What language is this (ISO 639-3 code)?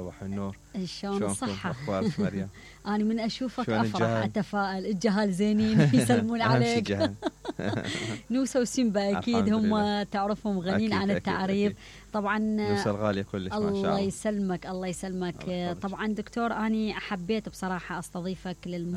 acm